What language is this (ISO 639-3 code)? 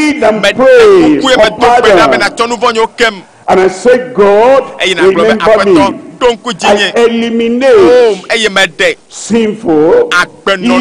ewe